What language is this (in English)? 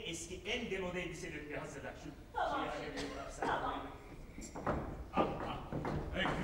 Turkish